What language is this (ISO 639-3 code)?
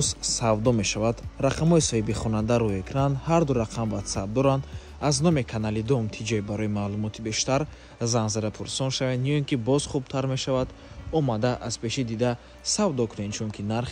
tgk